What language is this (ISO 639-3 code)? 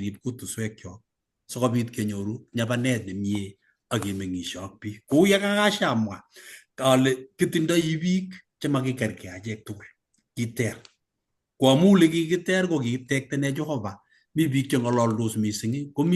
kln